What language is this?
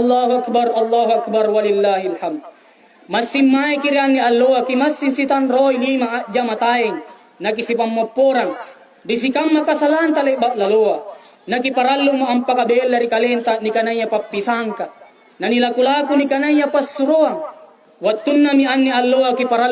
Makasar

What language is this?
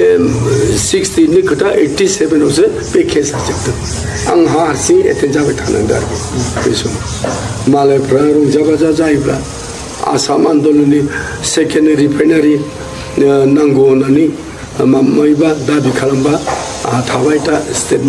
Bodo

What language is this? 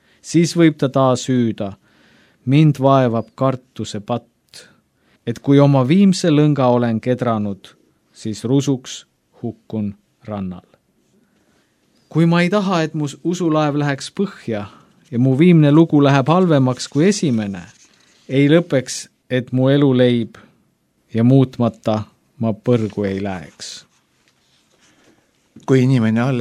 Estonian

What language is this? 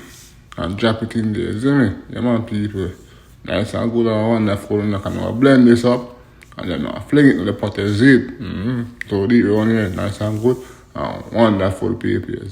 Jamaican Creole English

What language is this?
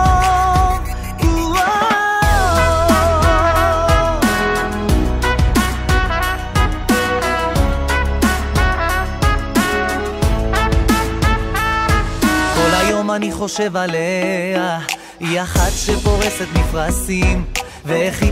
Hebrew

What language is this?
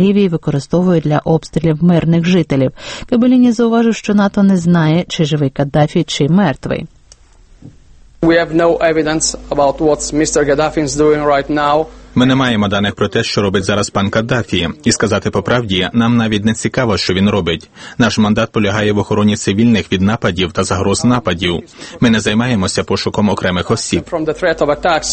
Ukrainian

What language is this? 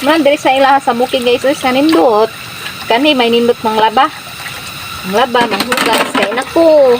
Cebuano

